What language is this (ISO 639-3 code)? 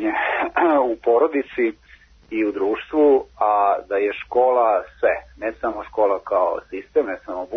srp